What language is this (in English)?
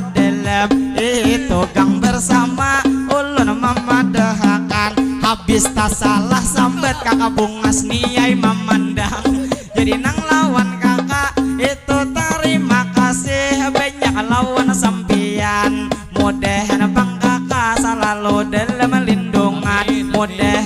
Banjar